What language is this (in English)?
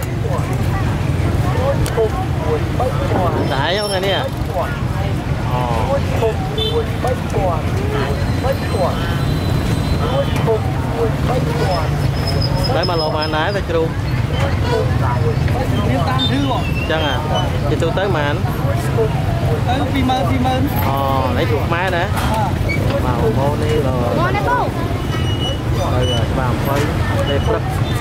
Vietnamese